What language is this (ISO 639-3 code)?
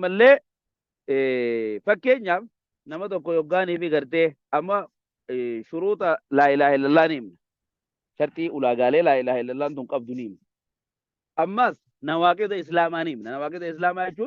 orm